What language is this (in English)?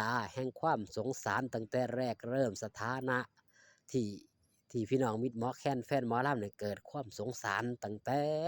Northeastern Thai